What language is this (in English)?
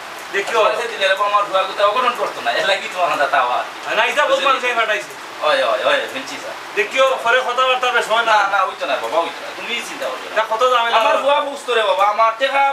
Sylheti